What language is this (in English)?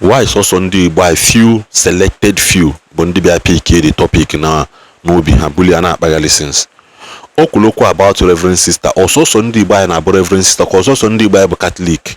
Igbo